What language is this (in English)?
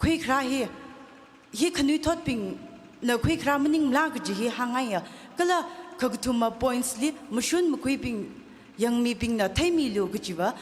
Tangkhul Naga (India)